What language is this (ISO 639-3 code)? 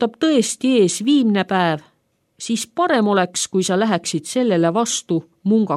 est